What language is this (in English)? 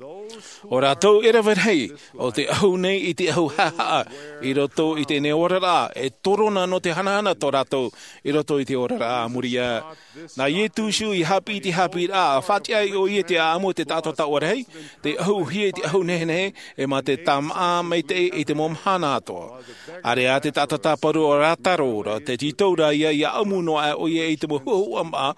Tahitian